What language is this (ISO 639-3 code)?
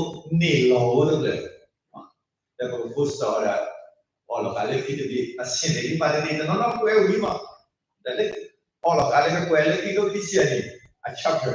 ksw